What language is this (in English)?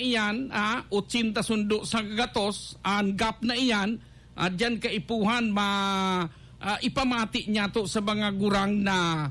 Bikol